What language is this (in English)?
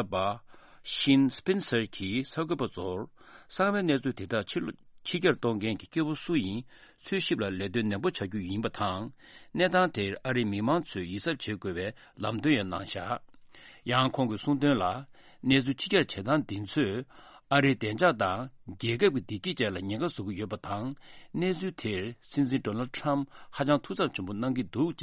Tibetan